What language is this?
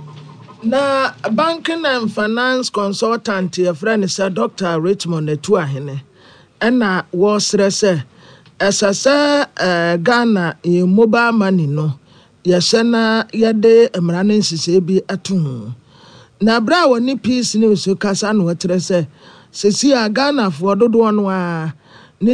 Akan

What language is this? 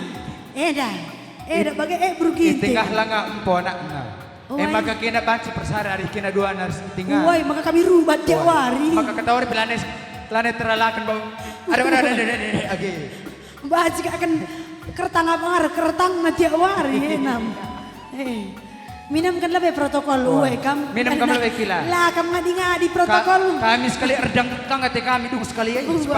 Batak Karo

